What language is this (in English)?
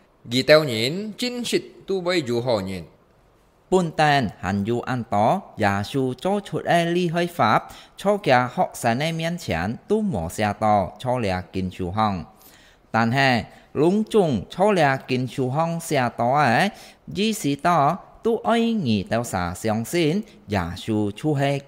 Hakka Chinese